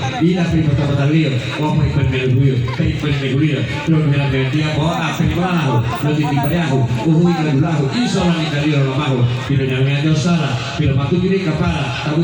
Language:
Gorontalo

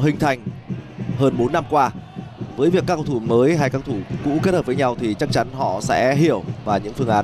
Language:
Vietnamese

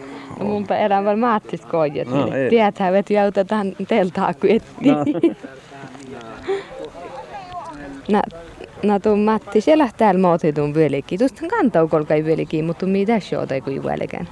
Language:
Finnish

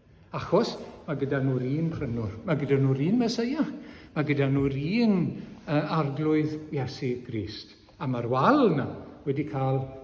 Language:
Welsh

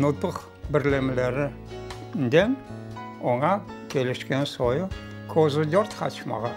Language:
Crimean Tatar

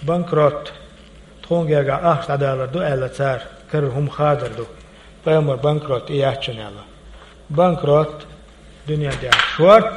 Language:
Chechen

